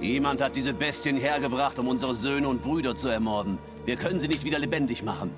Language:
Swiss German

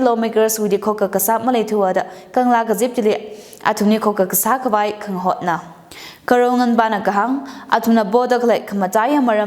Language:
Tangkhul Naga (India)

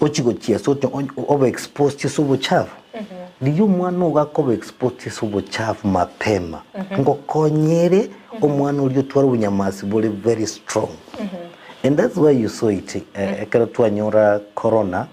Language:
Gusii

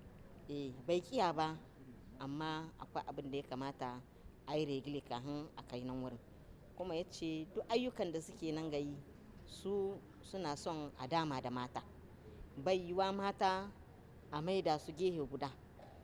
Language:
Hausa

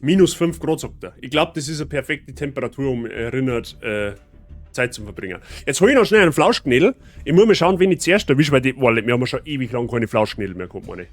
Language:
Bavarian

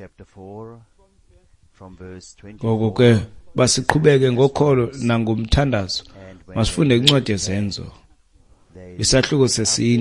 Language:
Xhosa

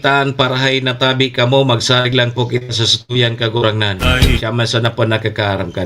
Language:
Bikol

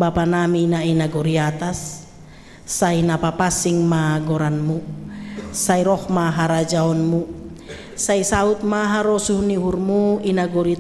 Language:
Batak Simalungun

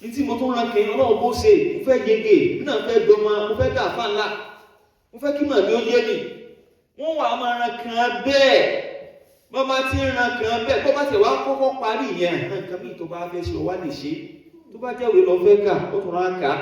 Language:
Yoruba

